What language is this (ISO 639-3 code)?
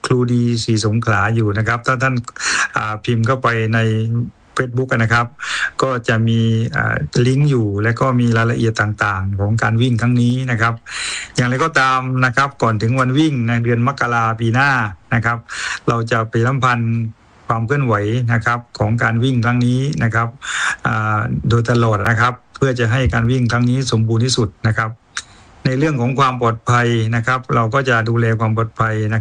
tha